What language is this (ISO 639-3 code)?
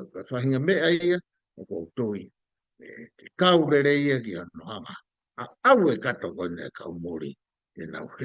ton